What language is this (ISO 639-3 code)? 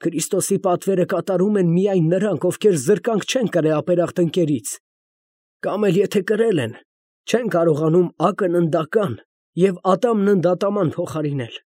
hye